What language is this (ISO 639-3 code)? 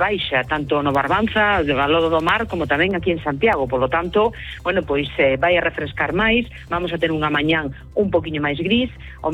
glg